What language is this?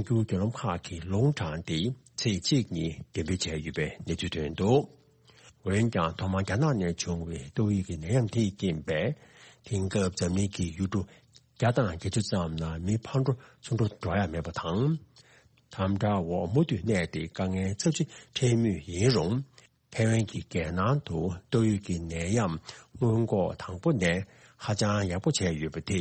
Tibetan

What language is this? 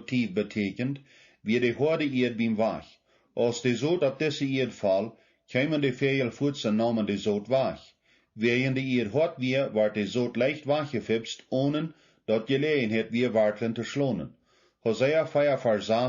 Plautdietsch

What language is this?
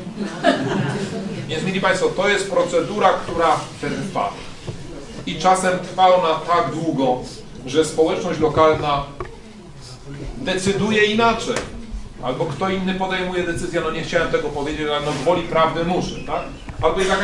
Polish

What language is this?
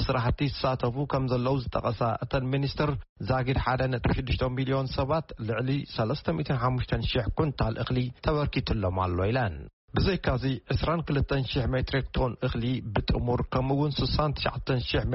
Tigrinya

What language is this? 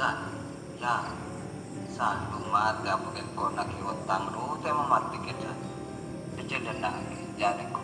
Madurese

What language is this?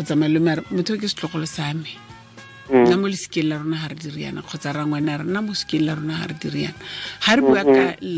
Tswana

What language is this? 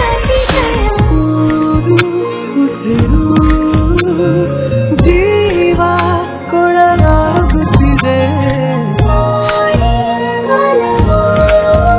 Kannada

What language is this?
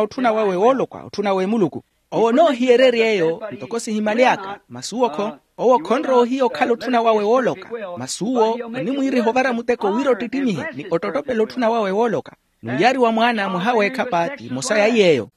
Makhuwa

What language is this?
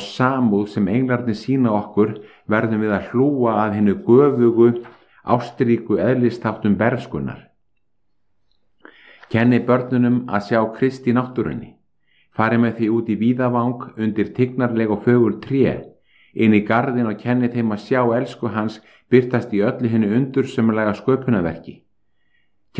Icelandic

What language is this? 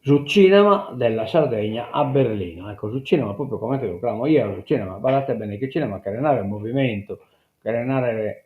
Sardinian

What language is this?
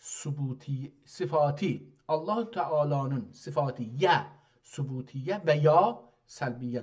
South Azerbaijani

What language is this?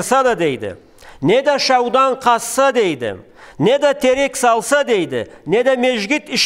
Karachay-Balkar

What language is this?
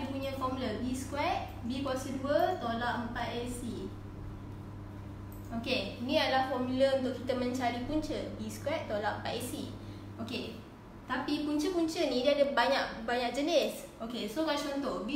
Malay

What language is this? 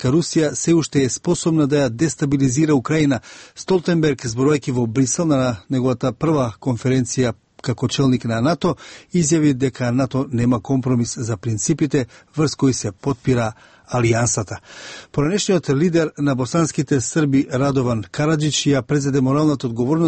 Macedonian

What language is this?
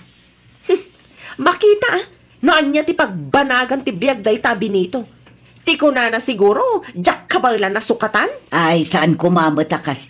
Iloko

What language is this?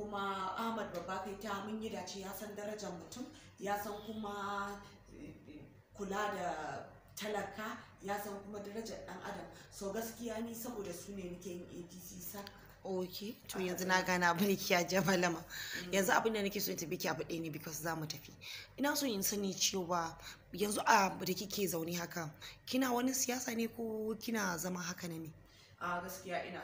Hausa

